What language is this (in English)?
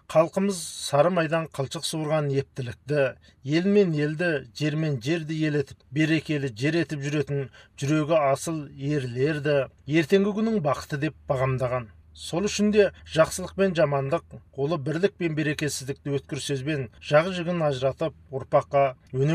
Kazakh